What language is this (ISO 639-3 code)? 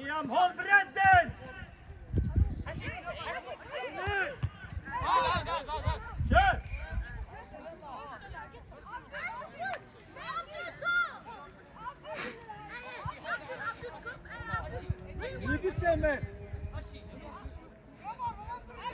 swe